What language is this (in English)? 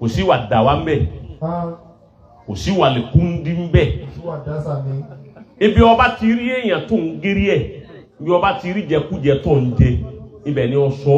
Yoruba